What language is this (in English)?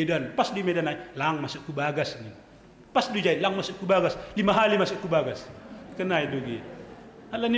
Batak Simalungun